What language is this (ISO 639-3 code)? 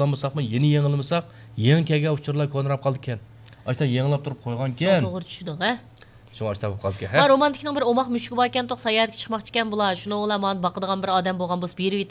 uig